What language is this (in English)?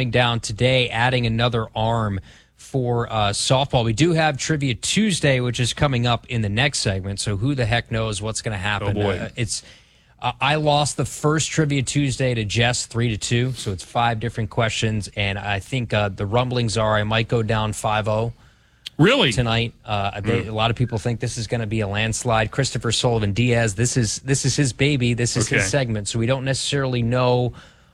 English